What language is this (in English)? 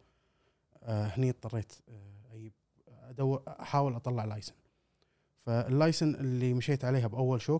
Gulf Arabic